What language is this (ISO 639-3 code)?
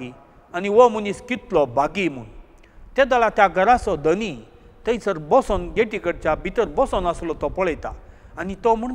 kok